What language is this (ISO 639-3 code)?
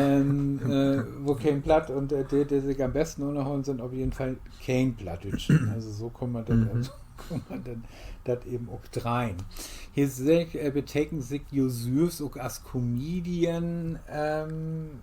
nds